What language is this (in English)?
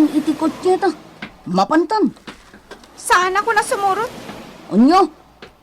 Iloko